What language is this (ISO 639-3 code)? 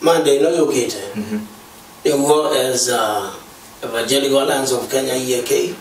kam